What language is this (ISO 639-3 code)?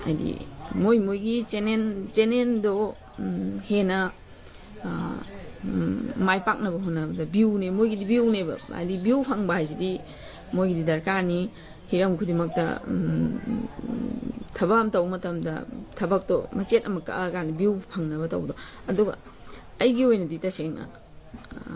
mni